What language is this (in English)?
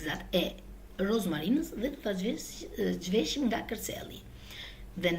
Albanian